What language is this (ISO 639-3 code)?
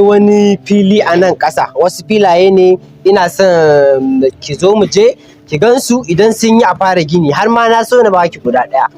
hau